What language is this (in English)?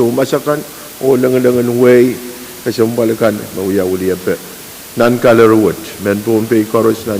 Pohnpeian